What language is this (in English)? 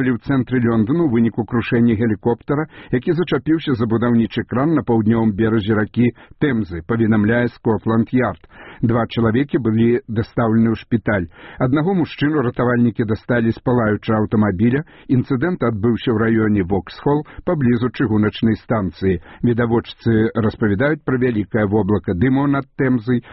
Belarusian